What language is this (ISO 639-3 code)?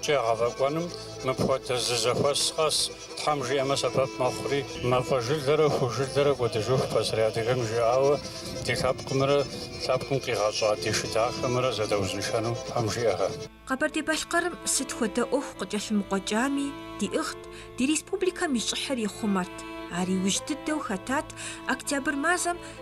kbd